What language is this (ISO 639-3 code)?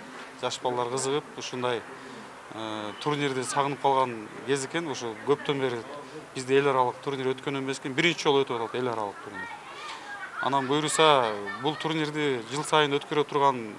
kir